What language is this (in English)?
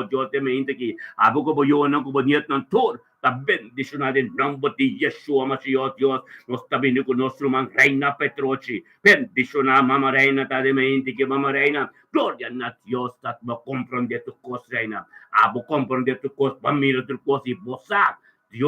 Papiamento